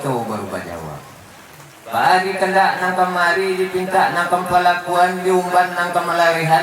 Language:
Minangkabau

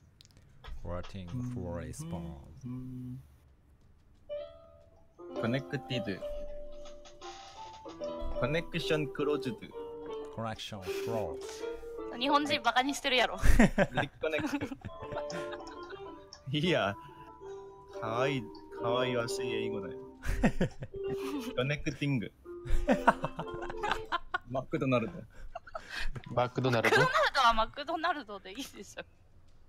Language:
Japanese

